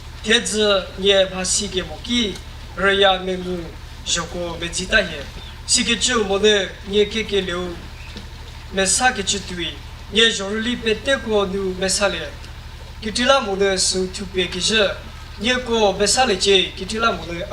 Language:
Chokri Naga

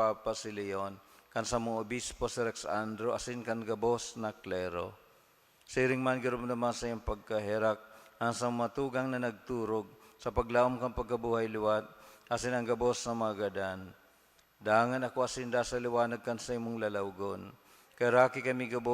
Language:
Bikol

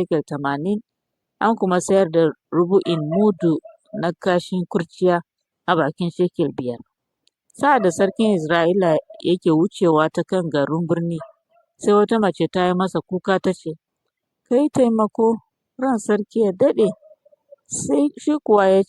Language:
Hausa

